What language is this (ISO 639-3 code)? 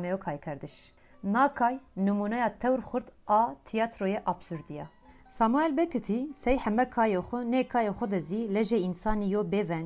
kur